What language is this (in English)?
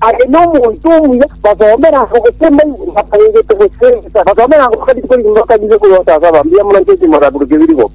Gusii